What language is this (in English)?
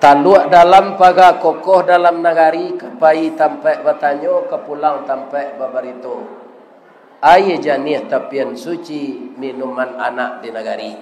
Minangkabau